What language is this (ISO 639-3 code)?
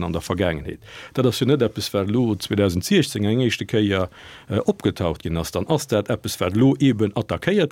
ltz